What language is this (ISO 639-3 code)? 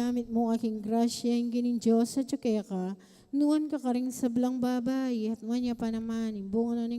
pam